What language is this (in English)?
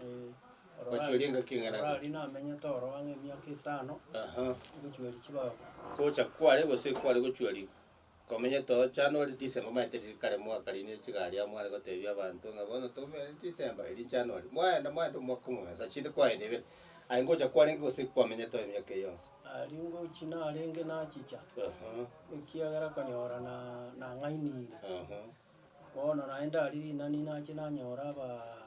Gusii